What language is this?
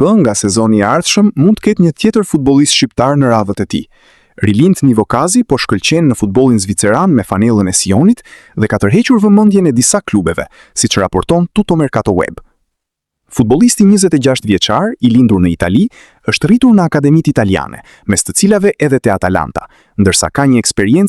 Albanian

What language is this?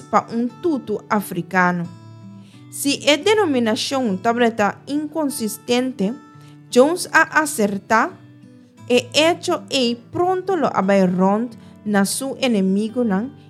Papiamento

